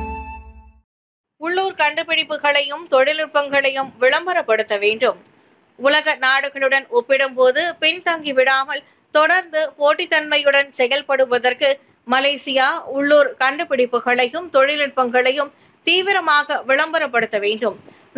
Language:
Tamil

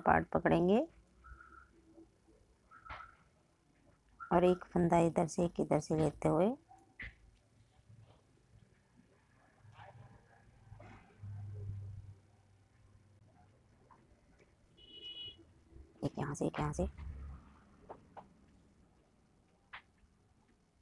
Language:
Hindi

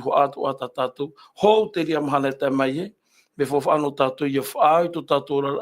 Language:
Tahitian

